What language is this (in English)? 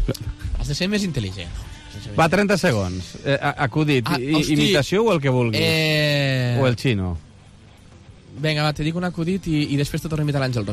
Catalan